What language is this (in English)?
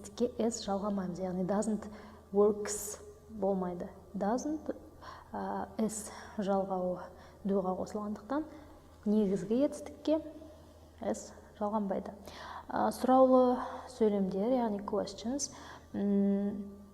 Kazakh